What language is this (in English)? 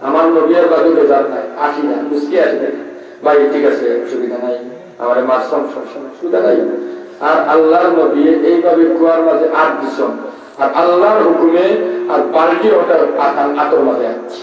Sylheti